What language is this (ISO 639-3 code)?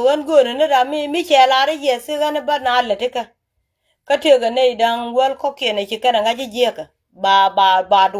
nus